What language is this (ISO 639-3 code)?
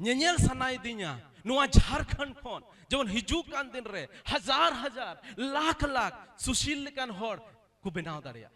sat